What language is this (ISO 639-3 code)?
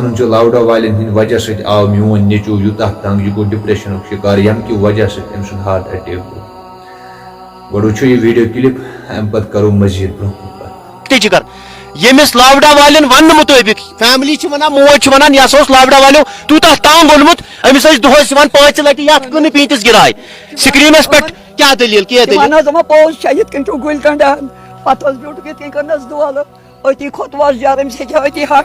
kas